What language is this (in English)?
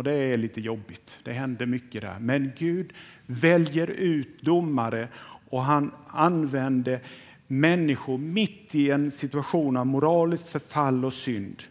Swedish